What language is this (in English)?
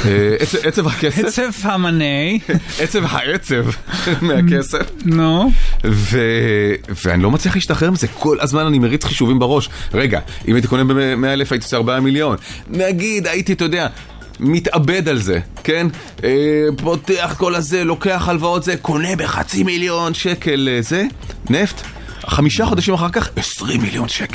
Hebrew